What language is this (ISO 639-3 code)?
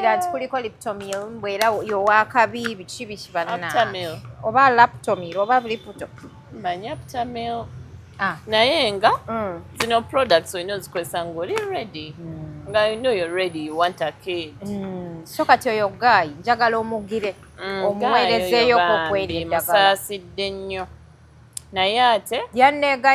lug